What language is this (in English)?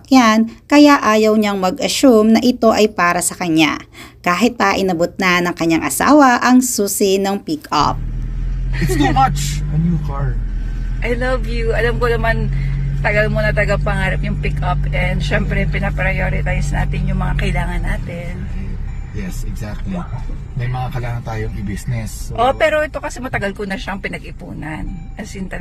Filipino